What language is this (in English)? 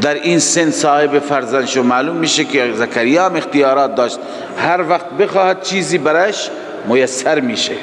Persian